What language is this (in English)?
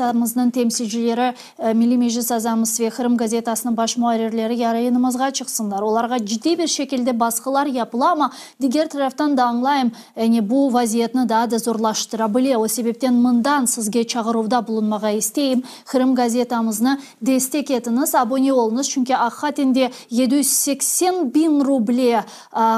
Crimean Tatar